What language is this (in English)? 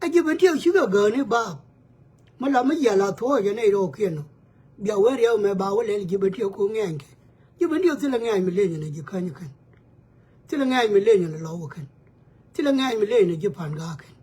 Nuer